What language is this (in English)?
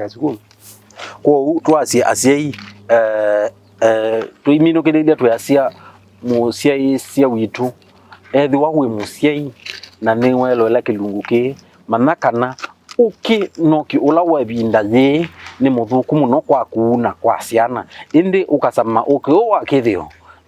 Kamba